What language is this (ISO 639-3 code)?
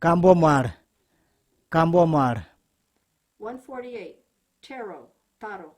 kms